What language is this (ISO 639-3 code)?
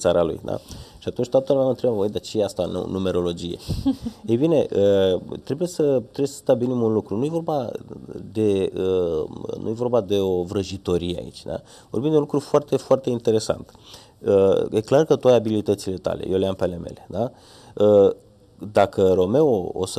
ron